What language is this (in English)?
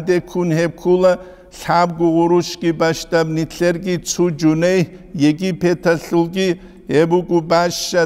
Avaric